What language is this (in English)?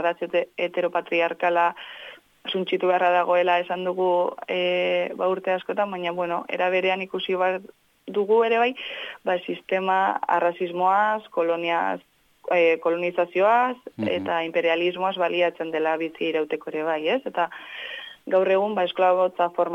Basque